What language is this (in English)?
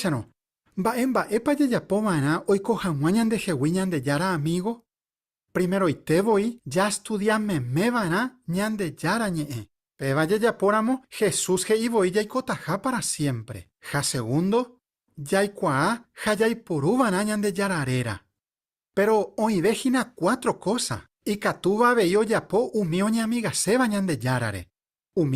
Guarani